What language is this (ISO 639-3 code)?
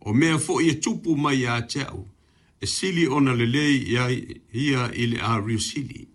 smo